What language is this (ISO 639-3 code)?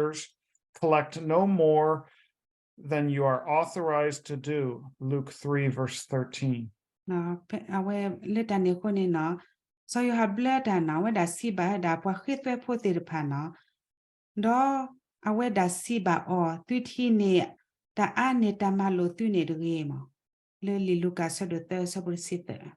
ksw